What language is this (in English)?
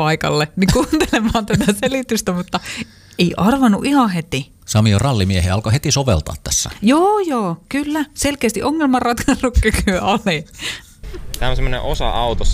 Finnish